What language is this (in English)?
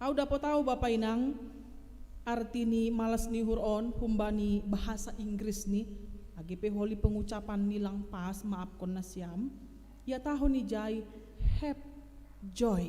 Batak Simalungun